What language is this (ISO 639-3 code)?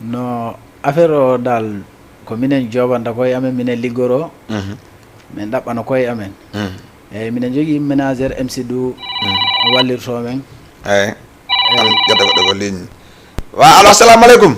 ful